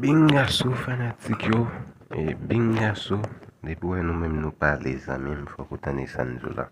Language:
Haitian Creole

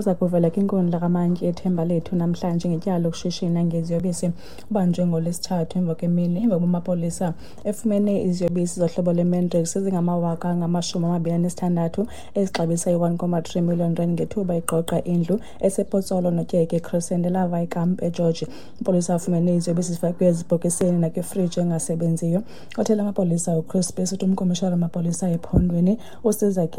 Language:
Xhosa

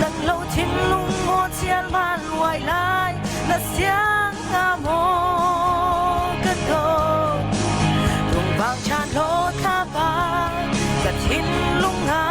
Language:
Hakha Chin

